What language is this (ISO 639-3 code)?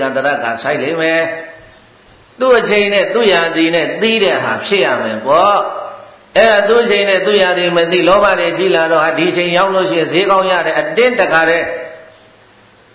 mya